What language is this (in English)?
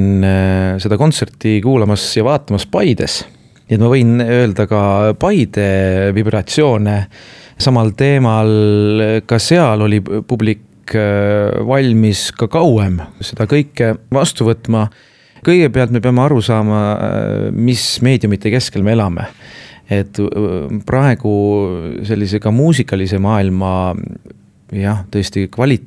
Estonian